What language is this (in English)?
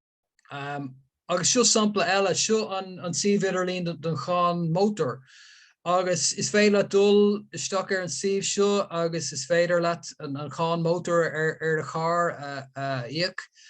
Irish